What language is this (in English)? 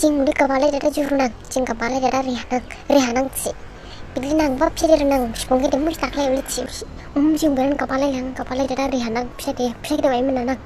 Dimasa